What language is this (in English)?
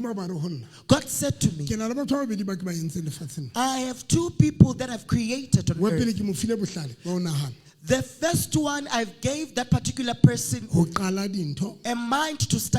Southern Sotho